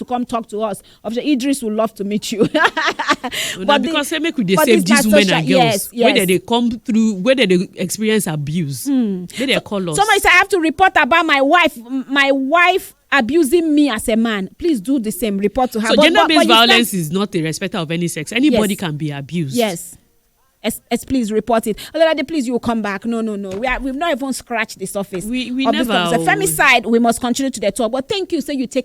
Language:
Nigerian Pidgin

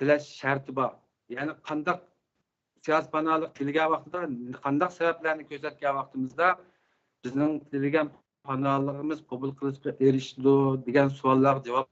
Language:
Uyghur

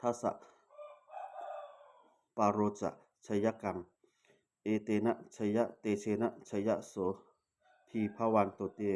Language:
Pali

